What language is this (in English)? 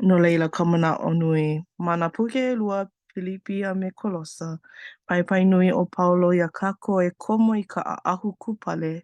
Hawaiian